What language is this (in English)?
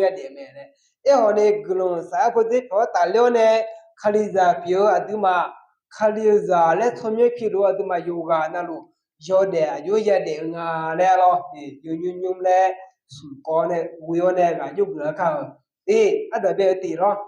Akha